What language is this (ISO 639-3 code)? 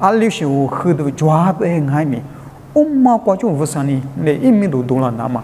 lis